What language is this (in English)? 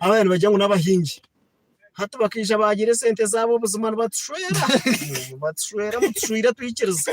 Nyankole